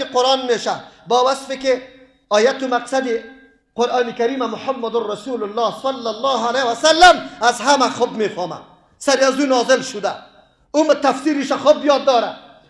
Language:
Persian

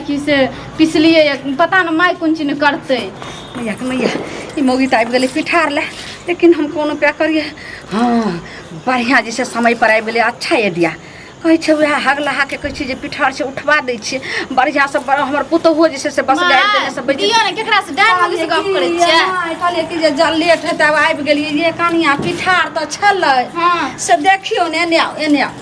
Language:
Maithili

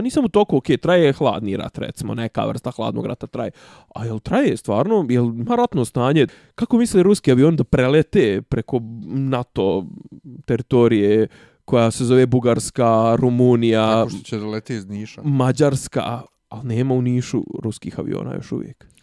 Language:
Bosnian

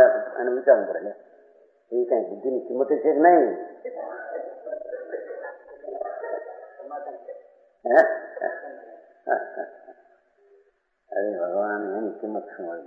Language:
Gujarati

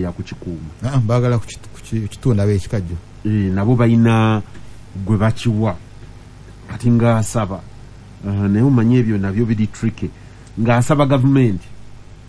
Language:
Ganda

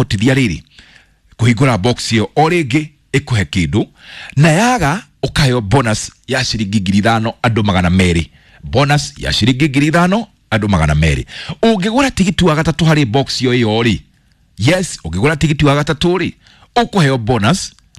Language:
Kikuyu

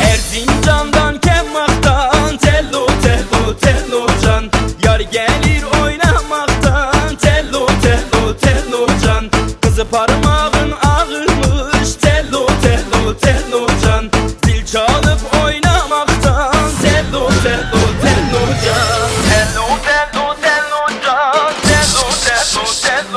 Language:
Kurdish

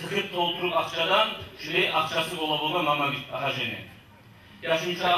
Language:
Kumyk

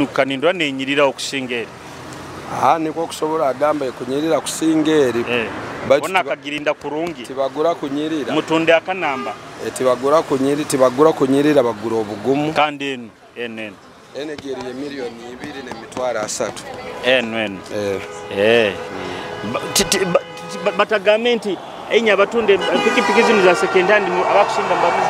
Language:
Nyoro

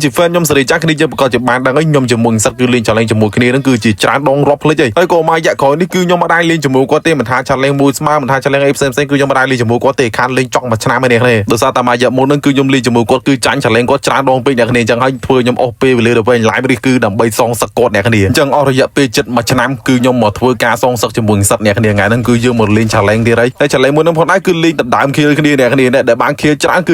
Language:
Khmer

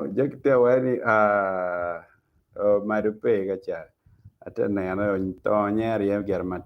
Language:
Acoli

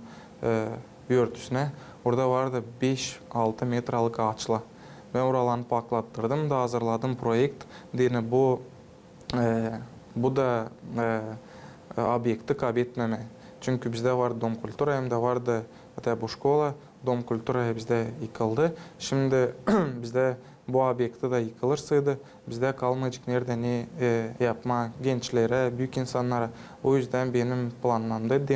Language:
Gagauz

